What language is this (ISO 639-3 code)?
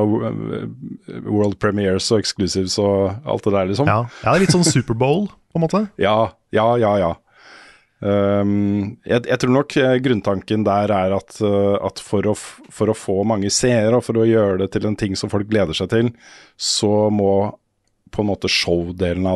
nor